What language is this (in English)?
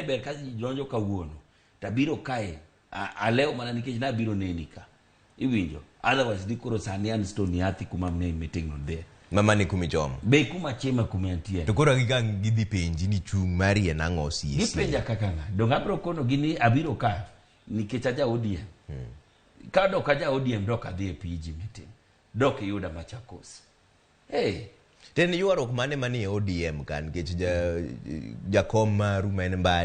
Luo (Kenya and Tanzania)